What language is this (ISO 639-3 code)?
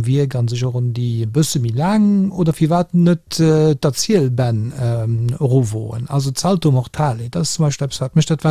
ltz